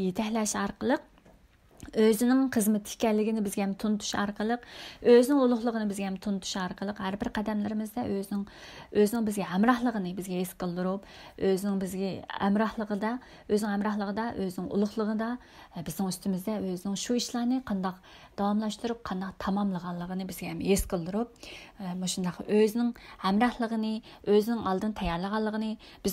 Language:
Uyghur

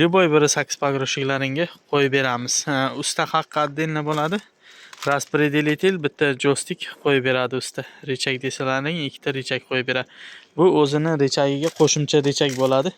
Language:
Uzbek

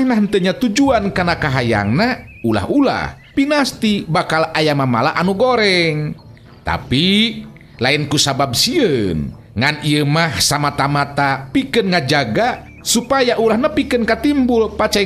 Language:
Sundanese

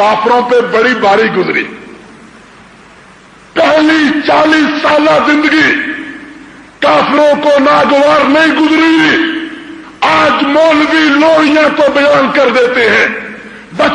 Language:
Urdu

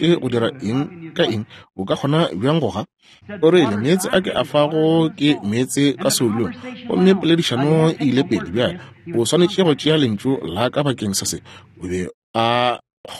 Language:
Northern Sotho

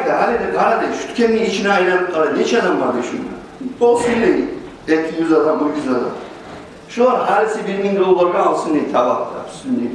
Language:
Kumyk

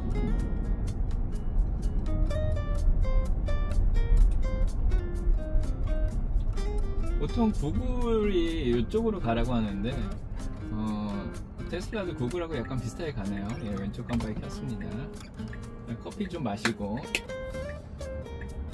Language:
Korean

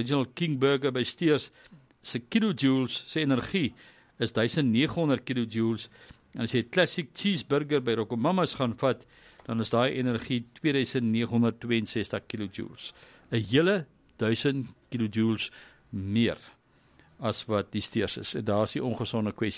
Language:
Afrikaans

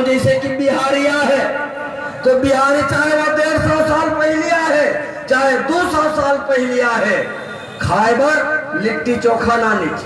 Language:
Chhattisgarhi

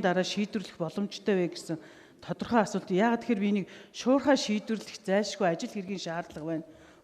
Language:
Mongolian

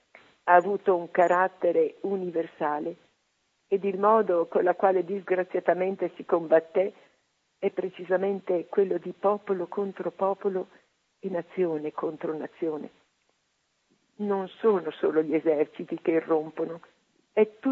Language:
Italian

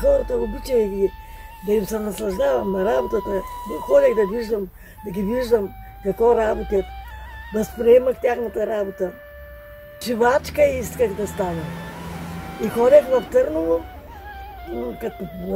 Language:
Bulgarian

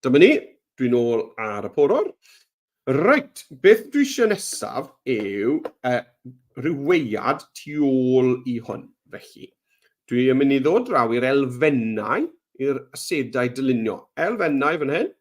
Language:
Welsh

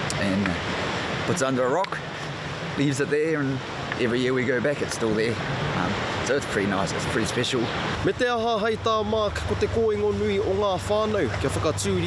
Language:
Māori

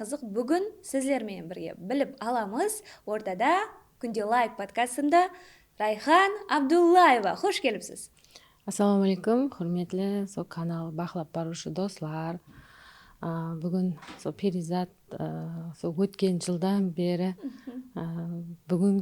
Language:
Kara-Kalpak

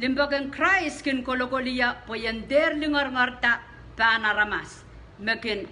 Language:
Pohnpeian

